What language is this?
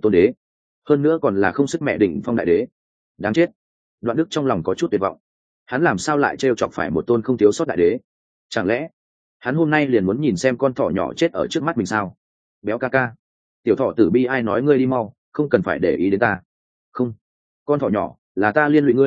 Vietnamese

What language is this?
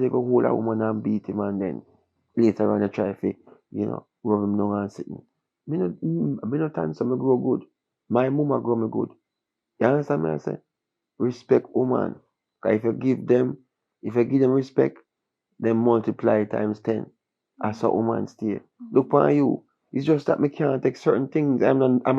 Jamaican Creole English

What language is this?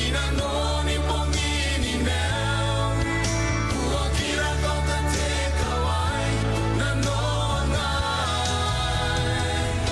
Gilbertese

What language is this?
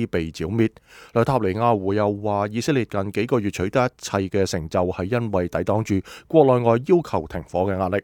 Cantonese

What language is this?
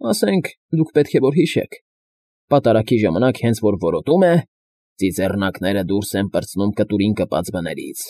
Armenian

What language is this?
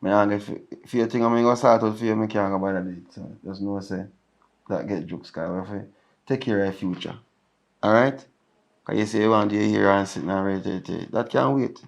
Jamaican Creole English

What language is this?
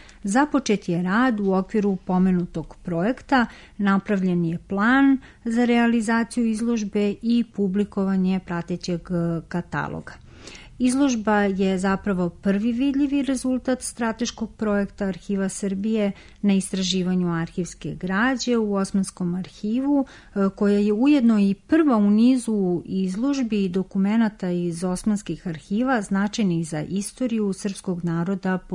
Serbian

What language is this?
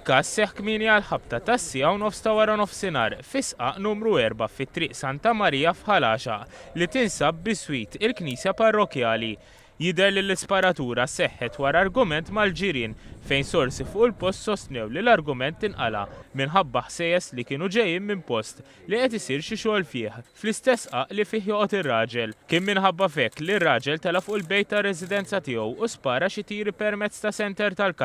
Maltese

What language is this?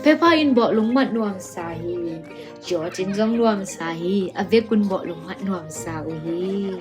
Tedim Chin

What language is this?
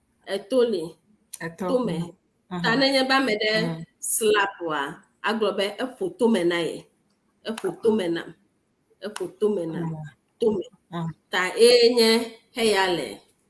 Ewe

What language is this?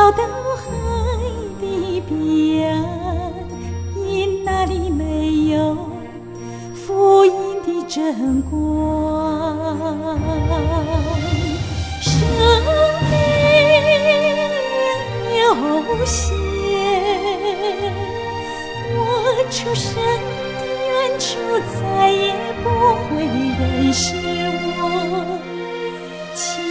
Chinese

